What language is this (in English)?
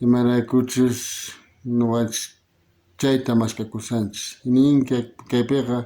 South Bolivian Quechua